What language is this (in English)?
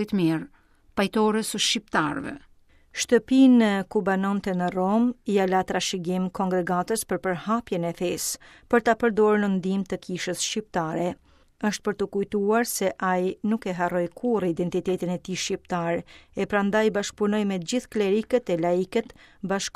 Albanian